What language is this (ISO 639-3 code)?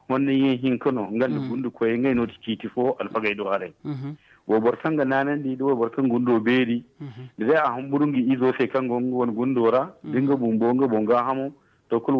dje